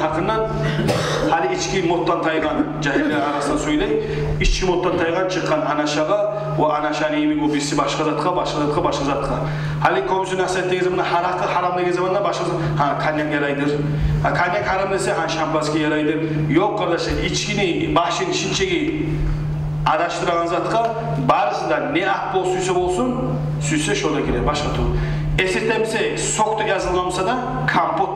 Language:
Kumyk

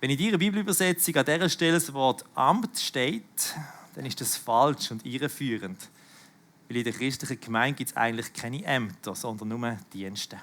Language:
Swiss German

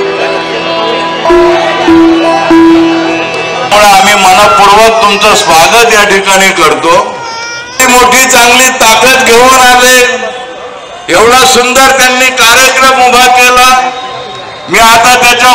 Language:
Marathi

